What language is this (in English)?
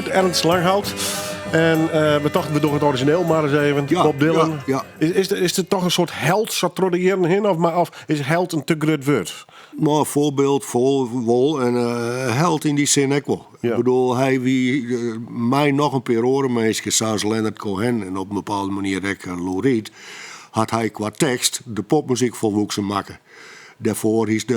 Western Frisian